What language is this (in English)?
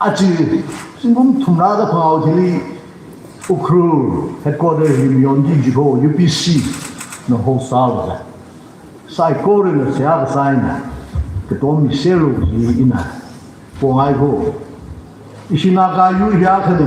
Tangkhul Naga (India)